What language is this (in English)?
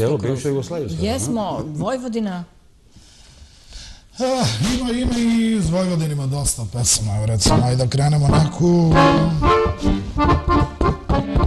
Serbian